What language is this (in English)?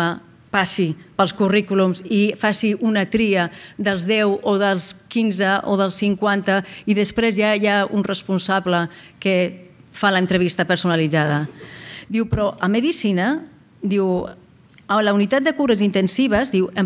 Catalan